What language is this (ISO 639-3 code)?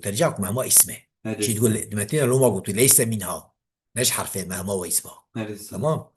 kur